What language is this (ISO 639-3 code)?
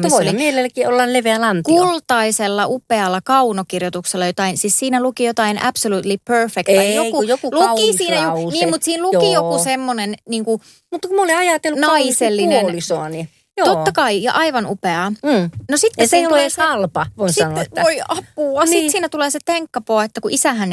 fin